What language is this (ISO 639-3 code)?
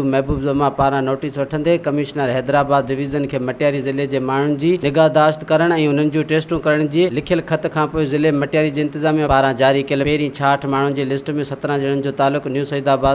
snd